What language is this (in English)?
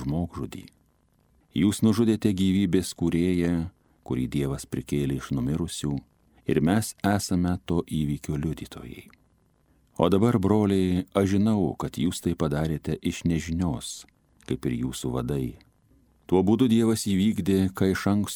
Lithuanian